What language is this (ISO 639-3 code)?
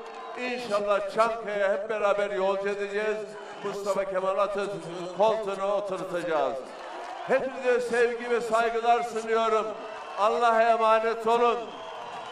tur